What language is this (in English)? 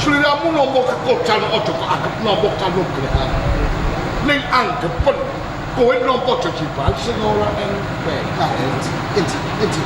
Javanese